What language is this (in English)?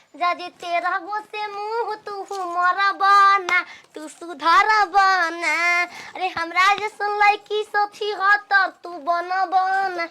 Bhojpuri